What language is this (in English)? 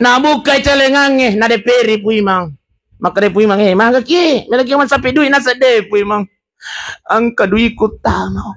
Buginese